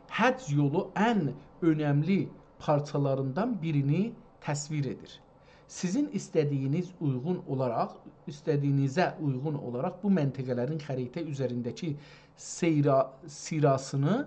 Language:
South Azerbaijani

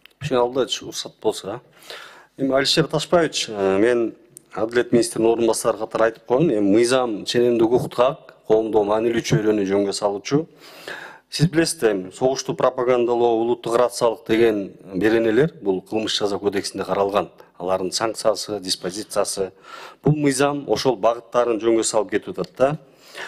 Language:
Kyrgyz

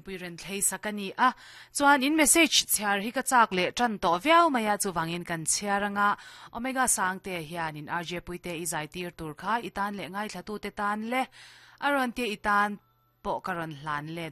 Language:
Mizo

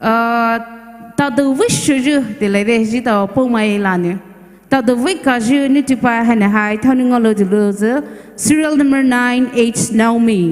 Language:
Poumei Naga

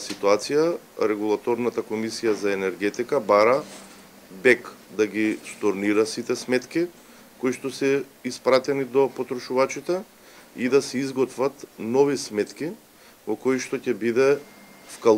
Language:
Macedonian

